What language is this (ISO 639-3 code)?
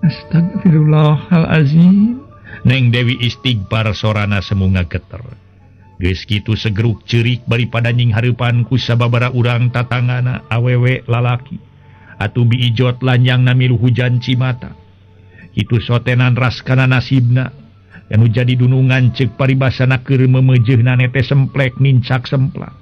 sun